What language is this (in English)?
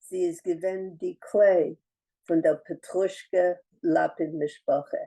Yiddish